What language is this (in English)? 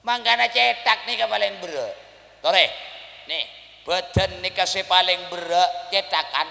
Madurese